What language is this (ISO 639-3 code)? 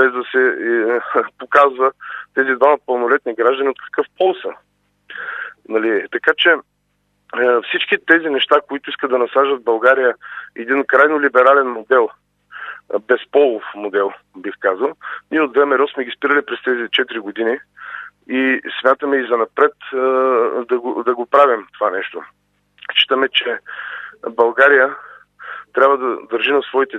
bul